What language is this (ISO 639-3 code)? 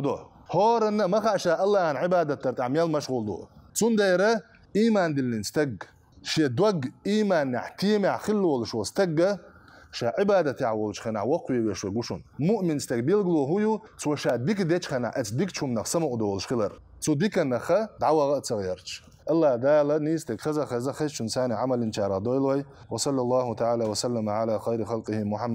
che